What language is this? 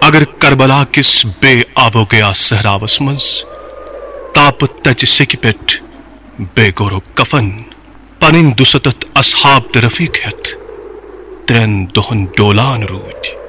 Kashmiri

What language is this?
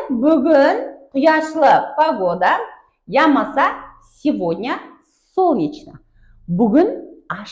Kara-Kalpak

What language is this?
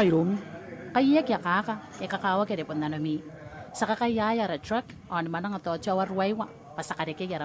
Gilbertese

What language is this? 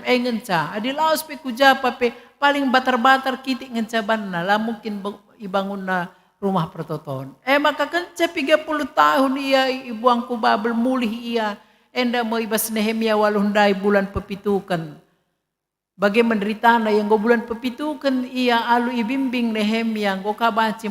Batak Karo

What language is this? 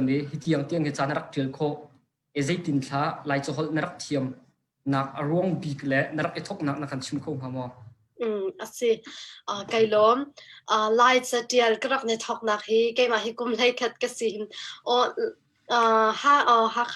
Hakha Chin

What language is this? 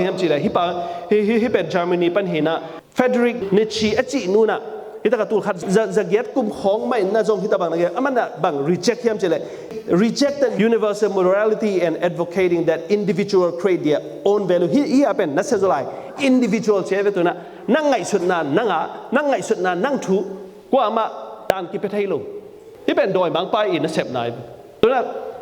Tedim Chin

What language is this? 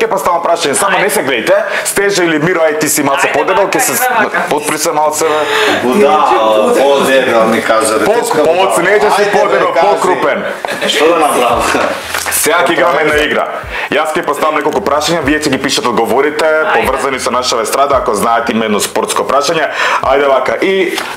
Macedonian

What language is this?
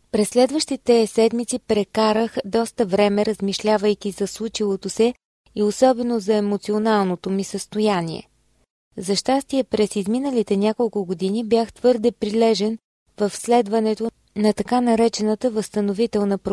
Bulgarian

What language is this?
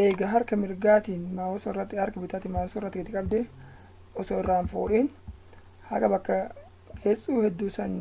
Oromo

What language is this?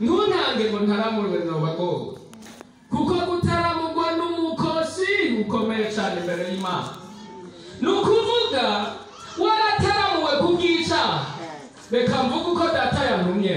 Rundi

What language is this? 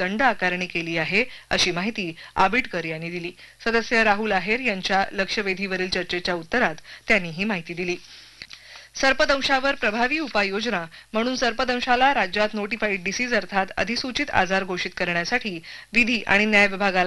Marathi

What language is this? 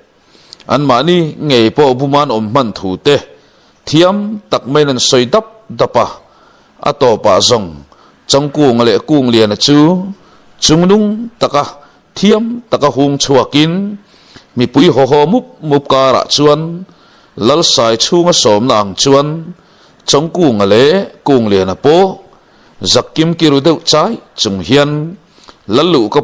Mizo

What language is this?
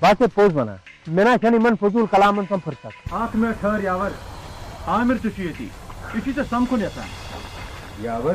Kashmiri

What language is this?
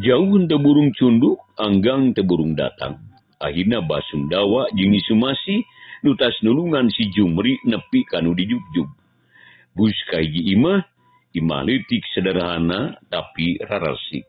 Sundanese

